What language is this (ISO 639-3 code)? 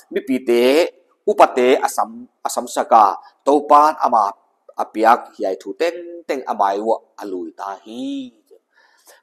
pck